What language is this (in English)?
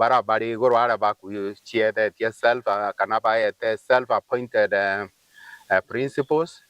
Meru